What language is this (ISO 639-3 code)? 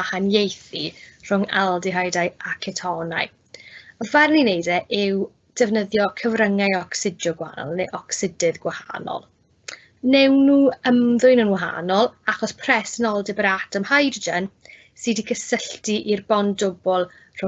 cym